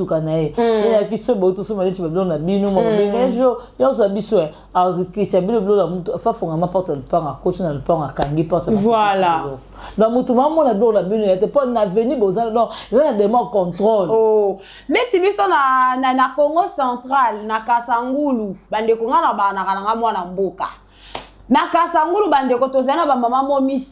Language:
Lingala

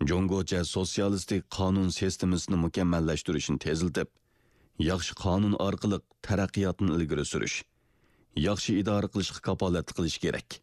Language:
Uyghur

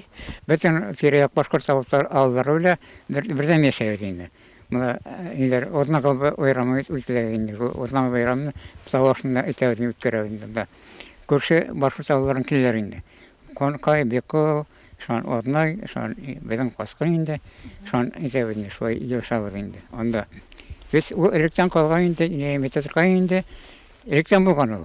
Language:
Bashkir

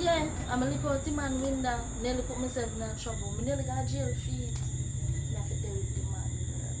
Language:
Jamaican Creole English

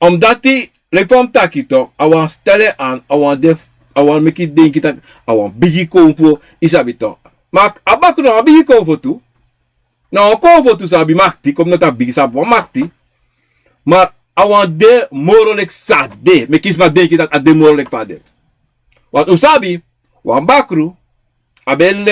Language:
Sranan Tongo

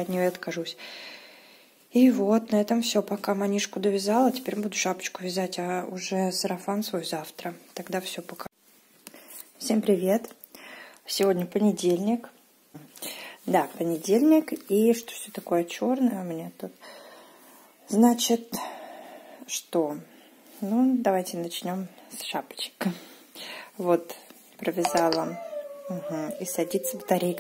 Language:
Russian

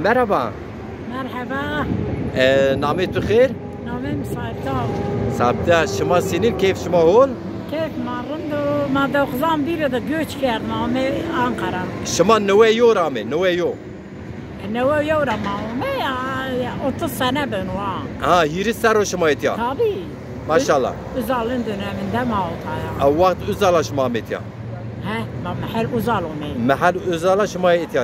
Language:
Zaza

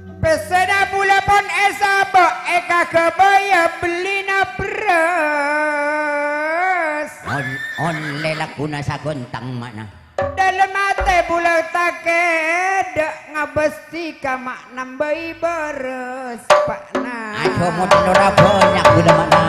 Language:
Madurese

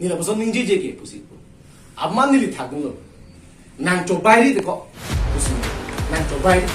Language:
Karbi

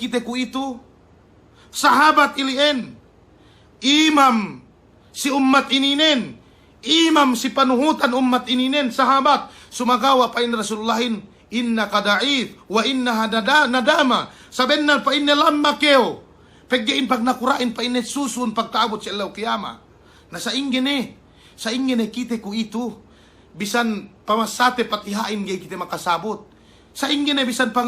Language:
Yakan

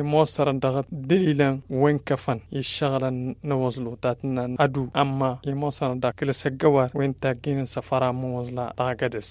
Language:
Tamasheq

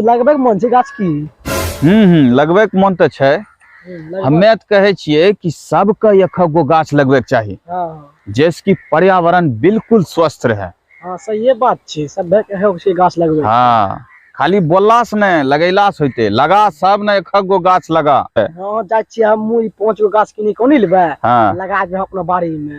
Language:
Angika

